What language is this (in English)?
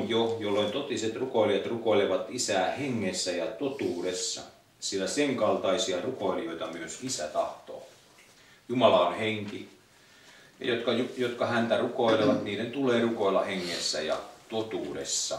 Finnish